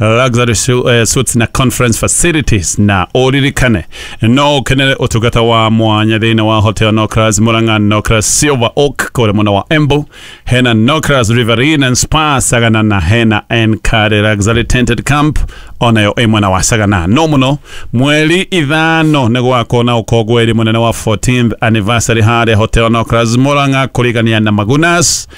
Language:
Kikuyu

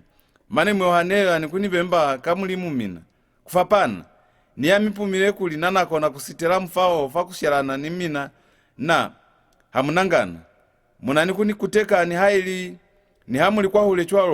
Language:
Lozi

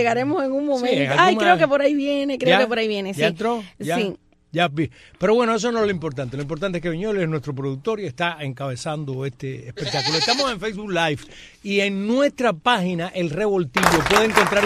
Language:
Spanish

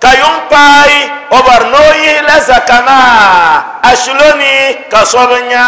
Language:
Dagbani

